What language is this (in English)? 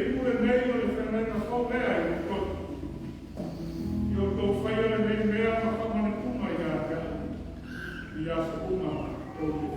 Samoan